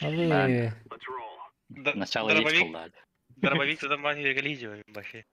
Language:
Yakut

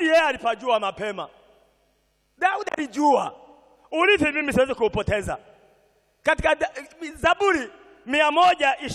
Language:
Swahili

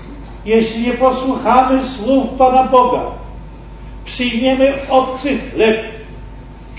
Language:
Polish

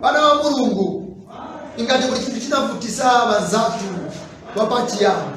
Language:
Nyanja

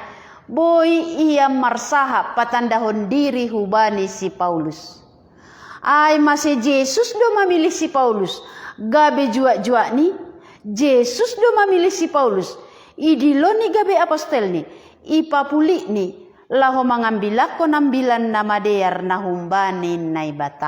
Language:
Batak Simalungun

